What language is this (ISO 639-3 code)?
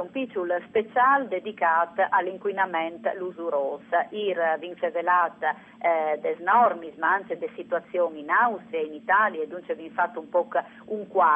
fur